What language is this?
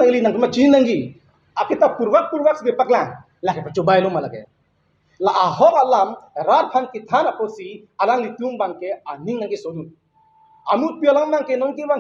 Karbi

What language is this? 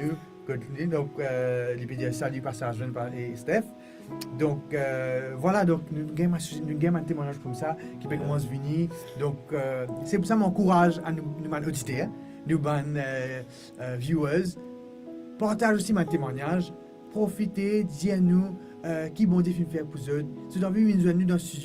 Morisyen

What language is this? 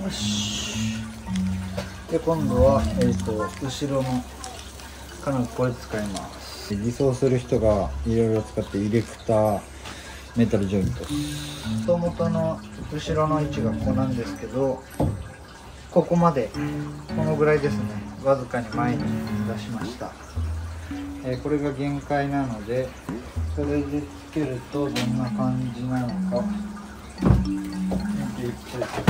Japanese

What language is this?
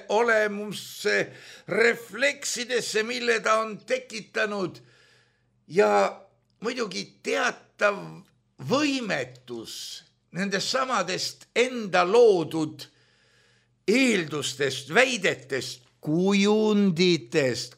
Estonian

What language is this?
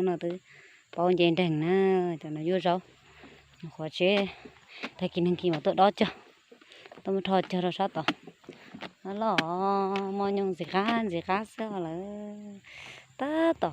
Hmong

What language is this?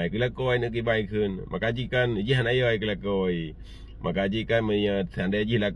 Achinese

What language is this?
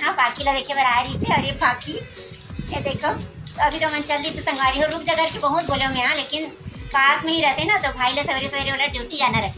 Chhattisgarhi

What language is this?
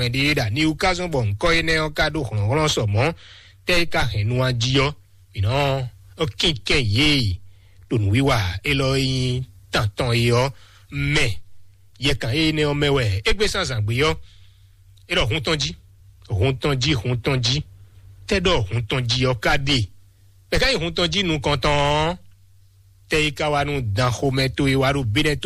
Fon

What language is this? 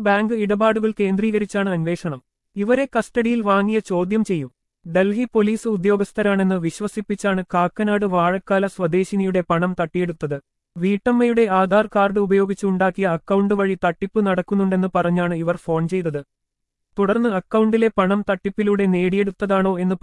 Malayalam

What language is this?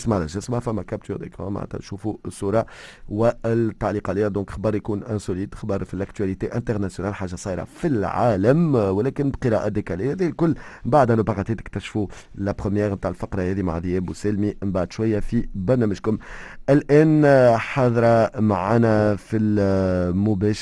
Tunisian Arabic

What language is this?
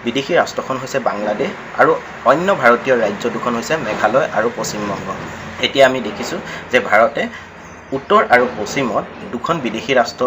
Assamese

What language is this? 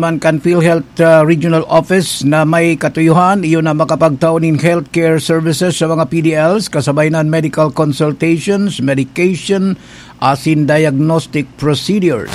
Bikol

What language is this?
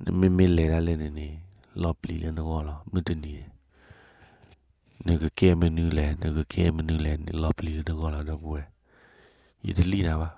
S'gaw Karen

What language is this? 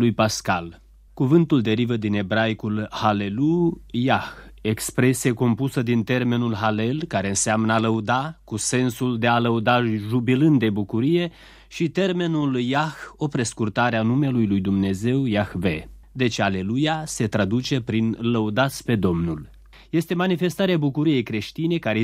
Romanian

